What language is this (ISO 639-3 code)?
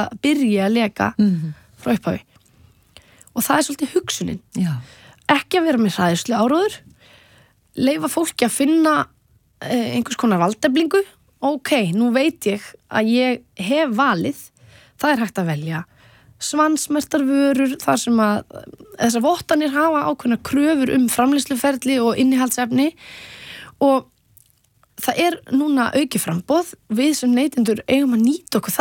isl